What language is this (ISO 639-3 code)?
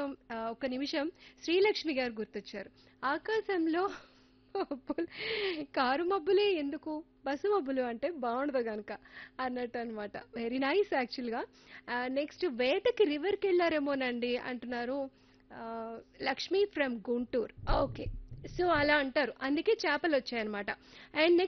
tel